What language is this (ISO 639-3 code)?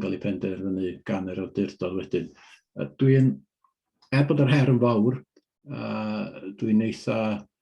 cym